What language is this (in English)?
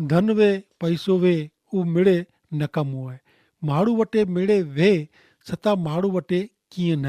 Kachhi